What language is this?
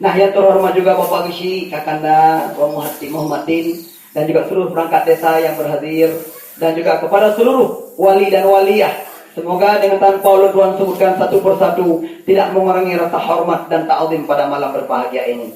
Achinese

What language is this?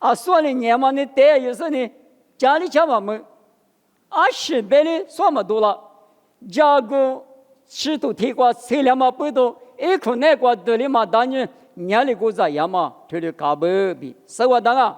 Lisu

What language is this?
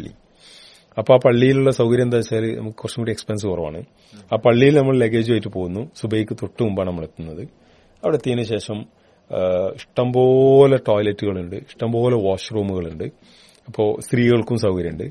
Malayalam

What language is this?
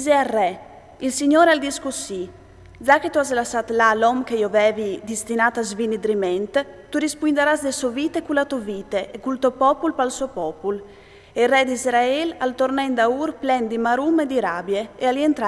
Friulian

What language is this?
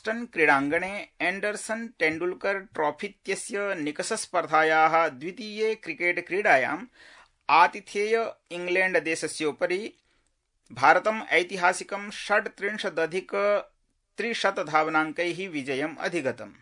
Sanskrit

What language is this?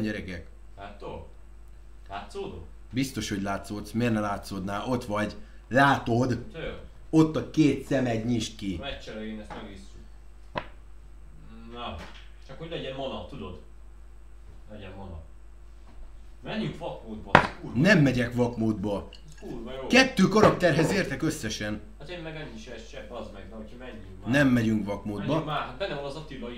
Hungarian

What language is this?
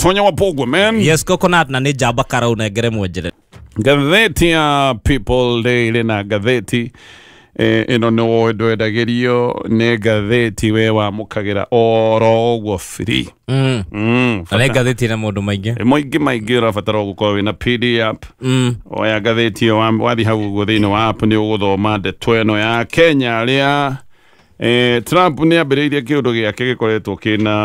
Kikuyu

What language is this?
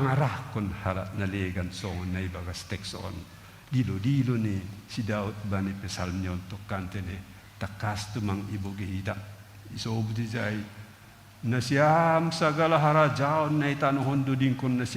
Batak Simalungun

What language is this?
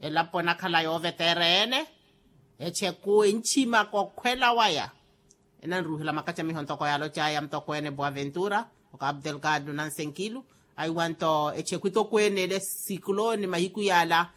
Makhuwa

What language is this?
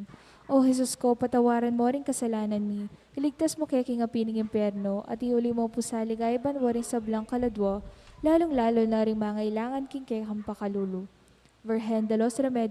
Pampanga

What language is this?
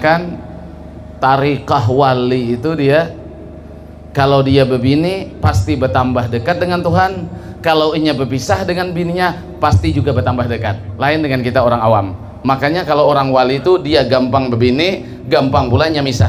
Banjar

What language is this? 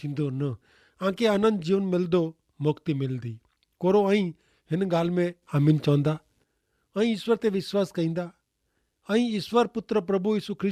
Kachhi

